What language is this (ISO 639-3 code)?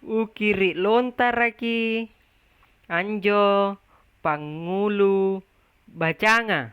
mak